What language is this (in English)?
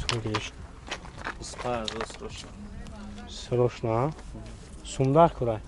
Tajik